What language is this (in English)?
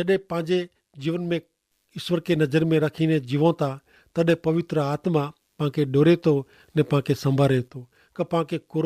Kachhi